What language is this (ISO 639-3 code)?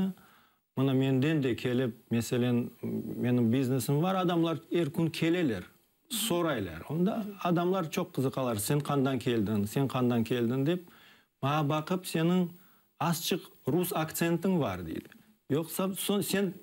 crh